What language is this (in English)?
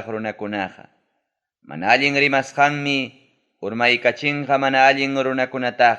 Ayacucho Quechua